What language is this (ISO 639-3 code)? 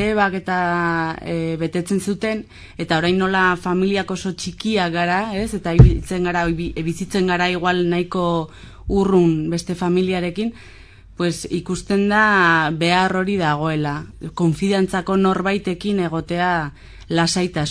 eus